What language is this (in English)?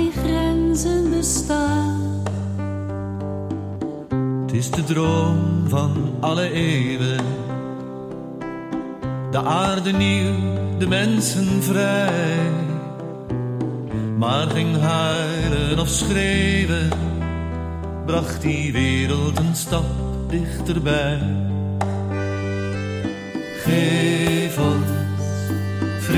Dutch